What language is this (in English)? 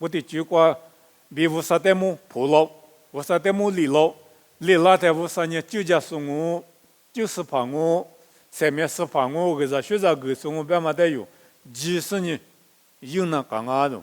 Lisu